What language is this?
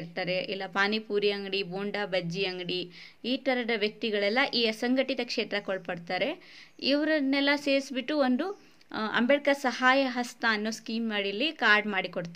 Kannada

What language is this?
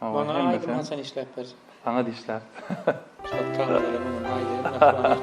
Turkmen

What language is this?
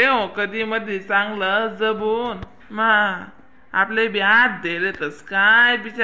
Khandesi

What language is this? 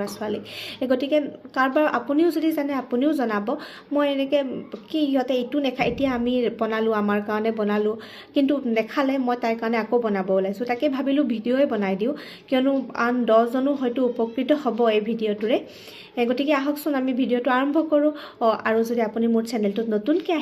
Assamese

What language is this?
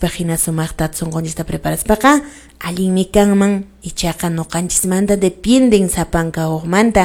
Quechua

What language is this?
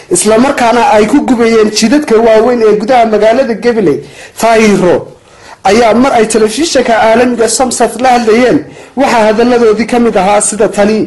Somali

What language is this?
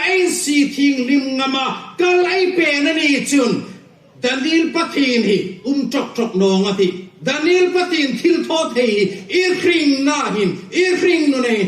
Hmar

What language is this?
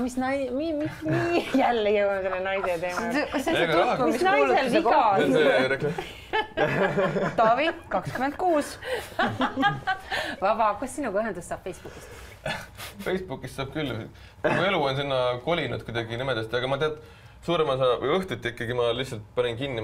Estonian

